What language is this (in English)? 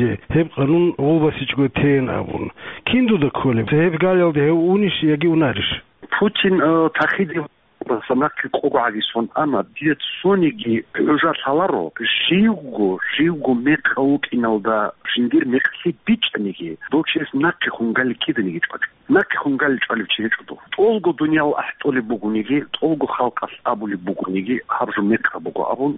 Avaric